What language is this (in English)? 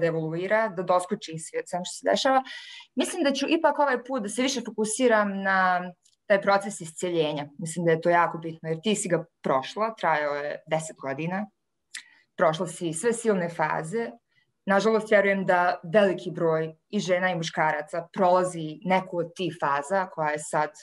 Serbian